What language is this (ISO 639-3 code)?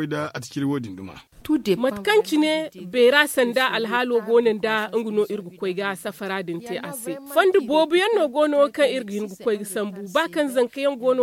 dje